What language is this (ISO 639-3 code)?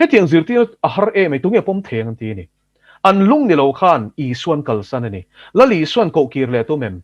lus